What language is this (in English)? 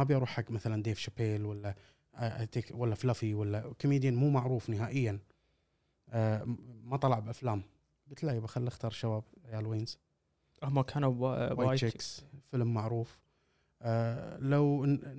Gulf Arabic